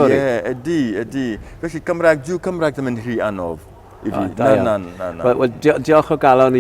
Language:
Welsh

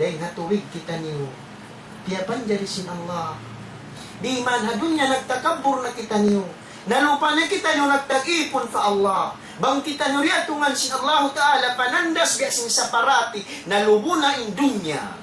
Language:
Tausug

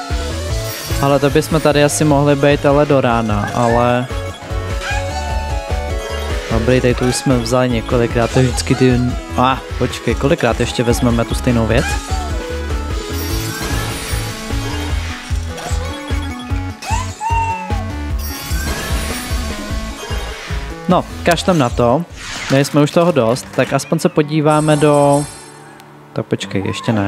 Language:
Czech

